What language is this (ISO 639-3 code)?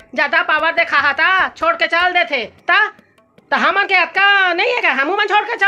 hne